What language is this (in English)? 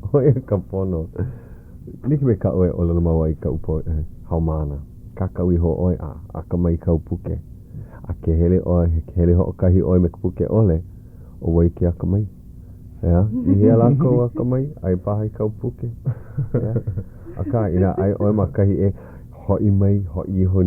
Hawaiian